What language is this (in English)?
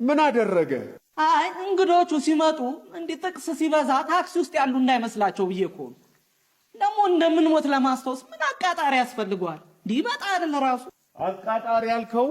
Amharic